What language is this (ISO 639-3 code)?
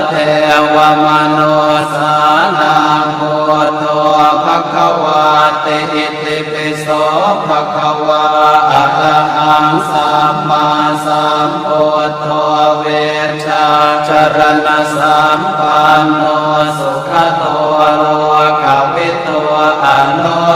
pli